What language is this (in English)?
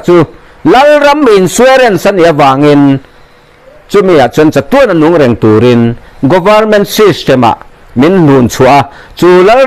Mizo